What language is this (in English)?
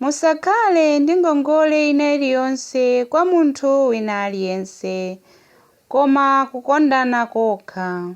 Nyanja